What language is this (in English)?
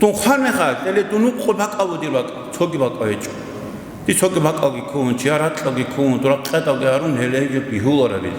Avaric